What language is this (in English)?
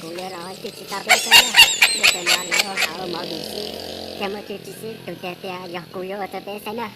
Hmong